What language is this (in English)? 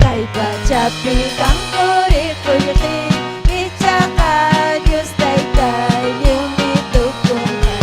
Ayacucho Quechua